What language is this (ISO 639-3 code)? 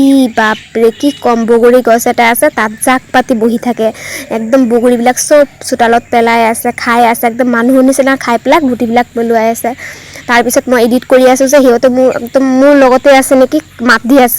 asm